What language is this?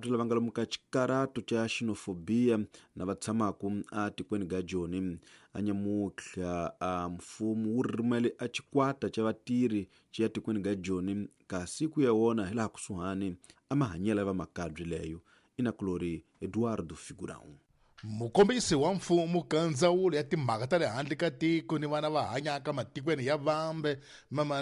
Tsonga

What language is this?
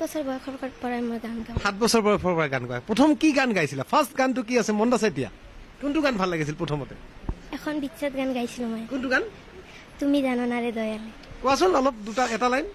Assamese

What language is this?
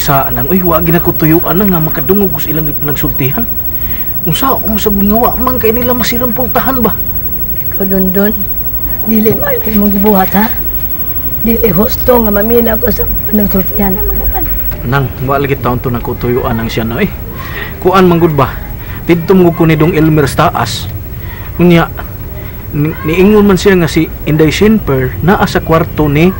Cebuano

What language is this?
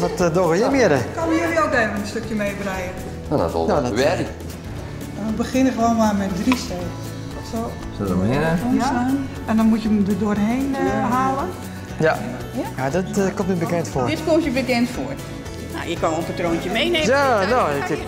Western Frisian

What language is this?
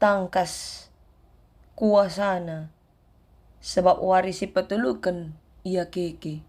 Batak Karo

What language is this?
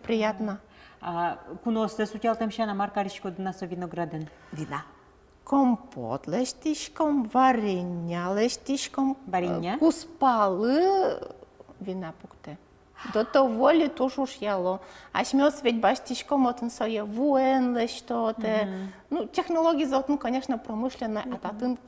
Udmurt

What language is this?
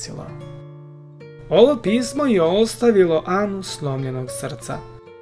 Croatian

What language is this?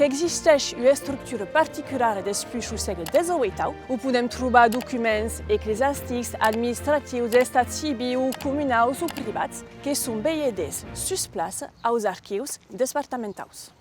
Occitan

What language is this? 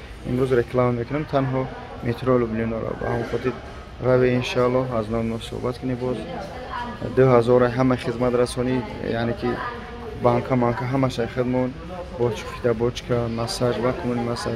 Tajik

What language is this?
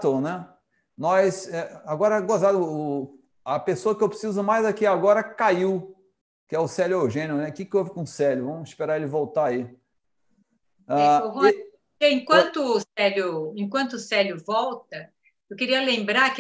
Portuguese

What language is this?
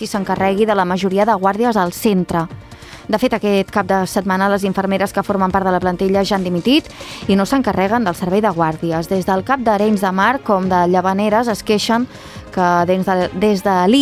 Catalan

